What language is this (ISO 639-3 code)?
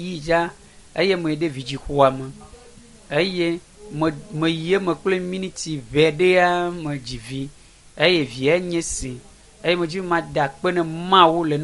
ewe